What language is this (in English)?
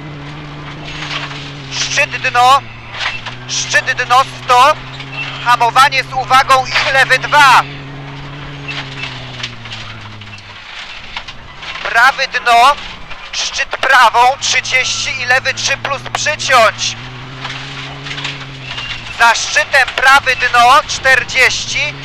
Polish